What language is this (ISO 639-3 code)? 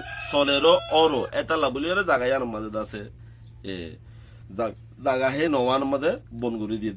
rhg